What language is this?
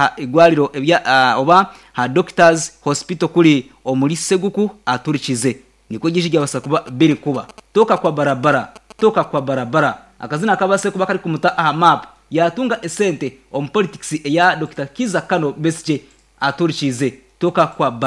Nyankole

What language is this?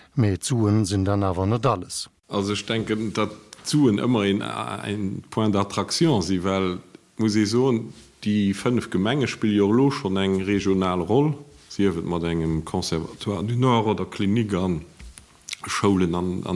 Luxembourgish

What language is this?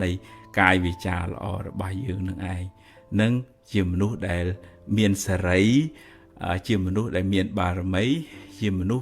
Khmer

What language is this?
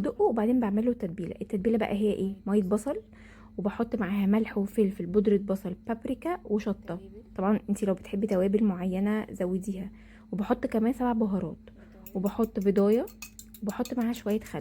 Egyptian Arabic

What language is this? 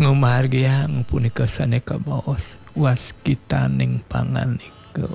Balinese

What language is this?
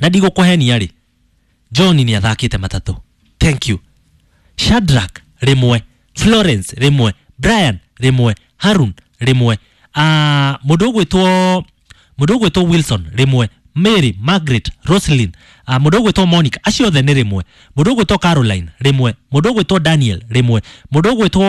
Kikuyu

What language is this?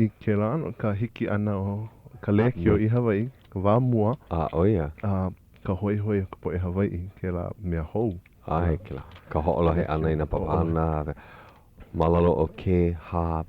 Hawaiian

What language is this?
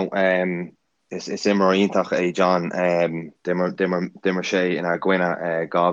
Irish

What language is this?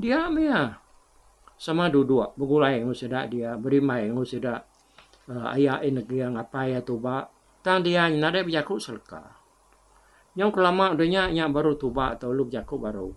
Iban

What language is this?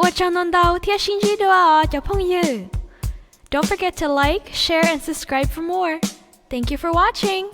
Hmong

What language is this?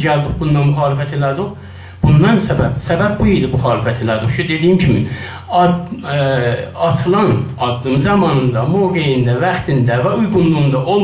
South Azerbaijani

